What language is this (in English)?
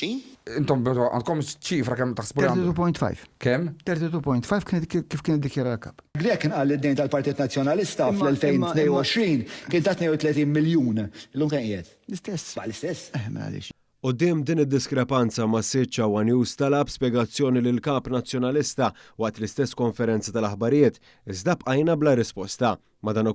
Maltese